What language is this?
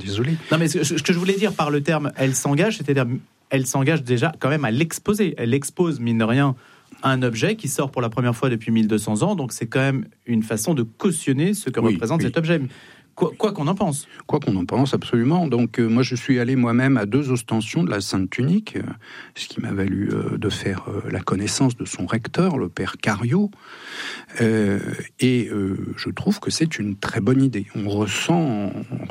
French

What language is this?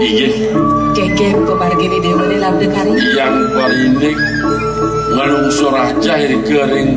Balinese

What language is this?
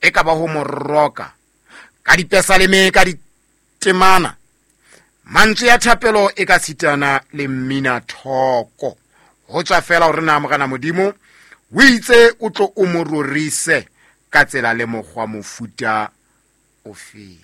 Southern Sotho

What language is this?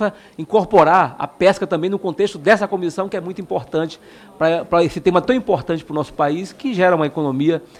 Portuguese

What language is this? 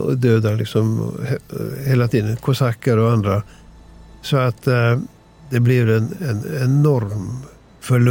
Swedish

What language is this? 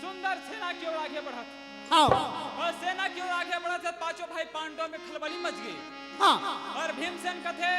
Chhattisgarhi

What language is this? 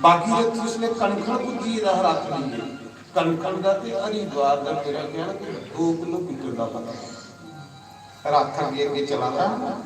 Dogri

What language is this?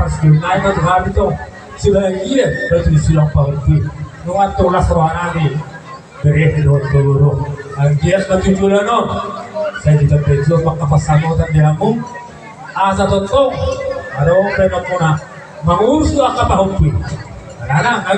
Batak Toba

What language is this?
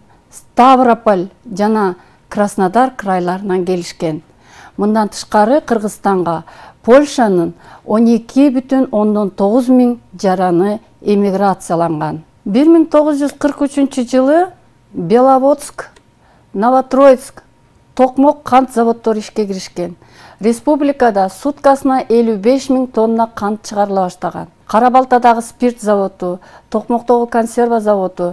Kyrgyz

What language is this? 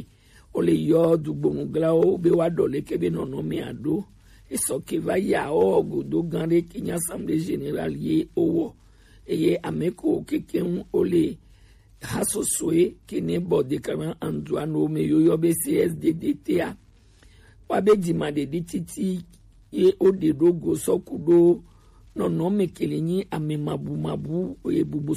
Gen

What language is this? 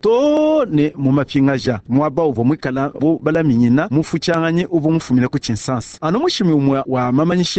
Luba-Lulua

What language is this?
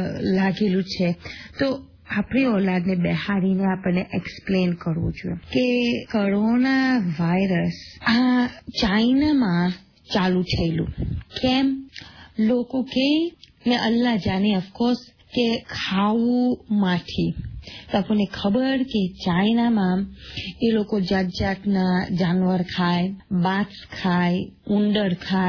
Gujarati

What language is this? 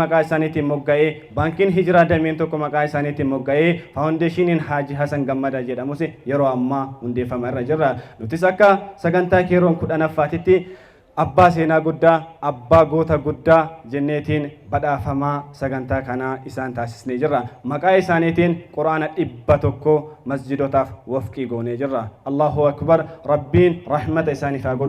Oromo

